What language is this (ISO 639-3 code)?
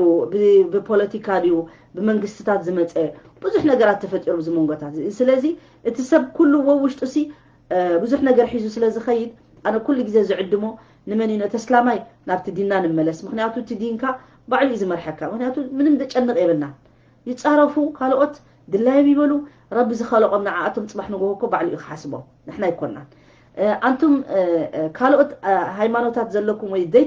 tir